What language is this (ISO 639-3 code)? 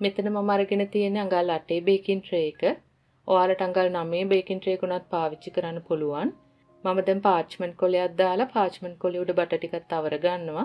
sin